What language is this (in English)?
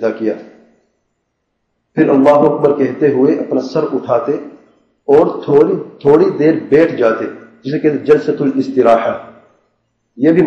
Urdu